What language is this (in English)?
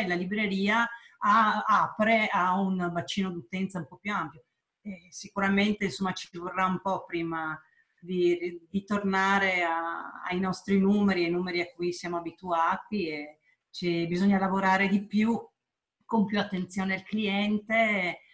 Italian